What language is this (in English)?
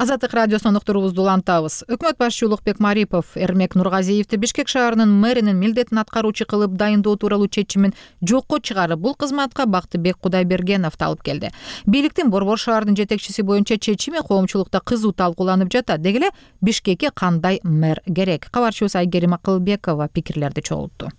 Kyrgyz